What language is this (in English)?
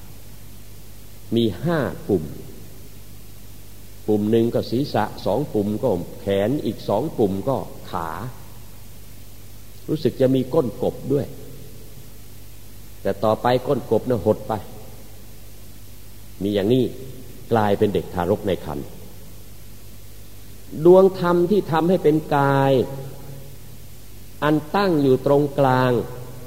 Thai